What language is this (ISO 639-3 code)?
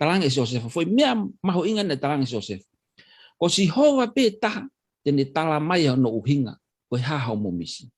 ton